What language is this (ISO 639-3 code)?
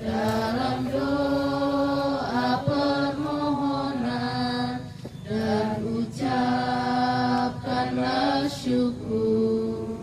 sda